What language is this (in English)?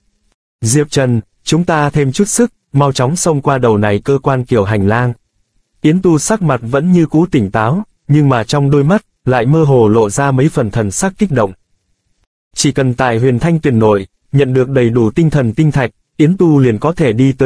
Vietnamese